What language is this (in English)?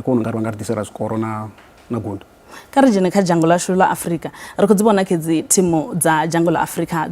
Venda